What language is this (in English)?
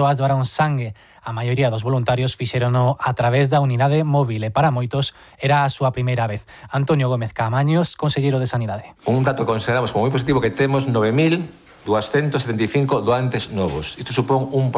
Galician